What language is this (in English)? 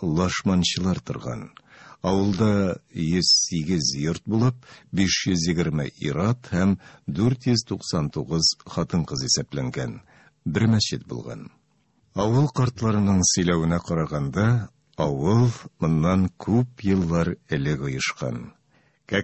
Tatar